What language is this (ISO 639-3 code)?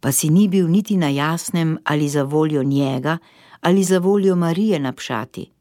slv